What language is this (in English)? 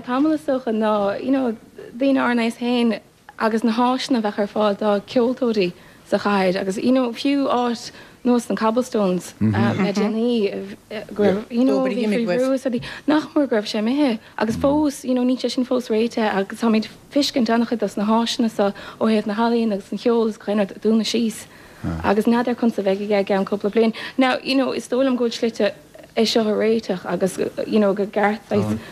Irish